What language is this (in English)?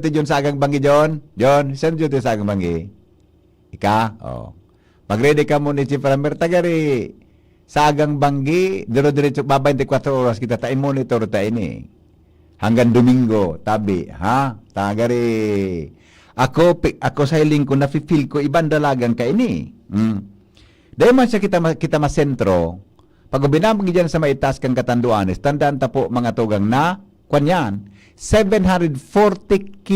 Bikol